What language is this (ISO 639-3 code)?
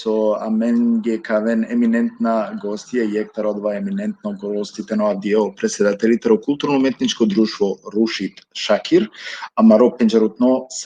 rmn